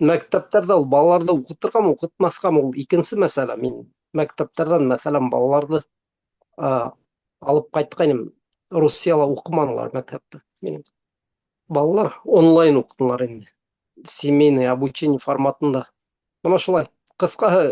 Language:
Bashkir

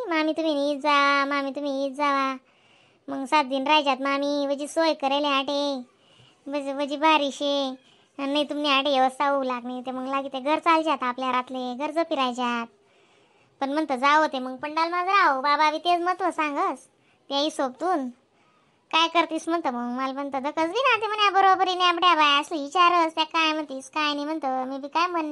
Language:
Khandesi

